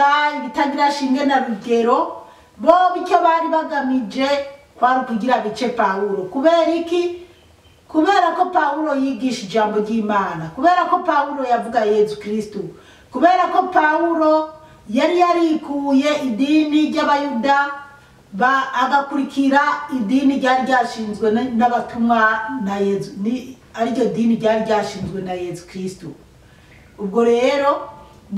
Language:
Rundi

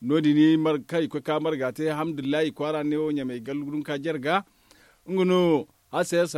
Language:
Zarma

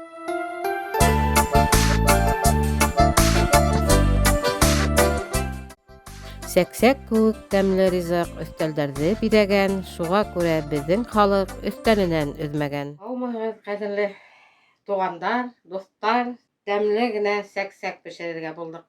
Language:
Bashkir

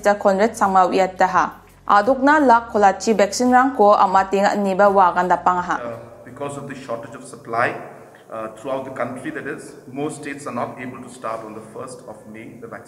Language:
Garo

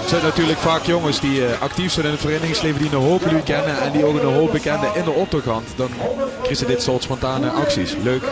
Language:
Limburgish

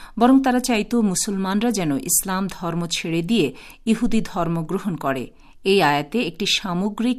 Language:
Bangla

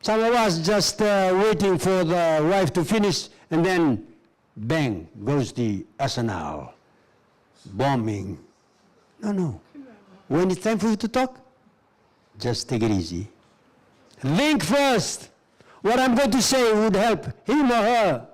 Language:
Fijian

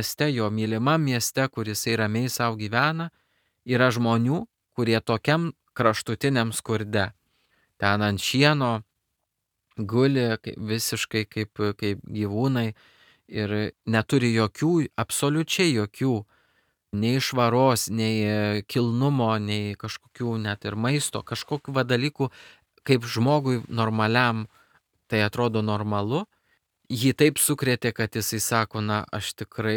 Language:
Lithuanian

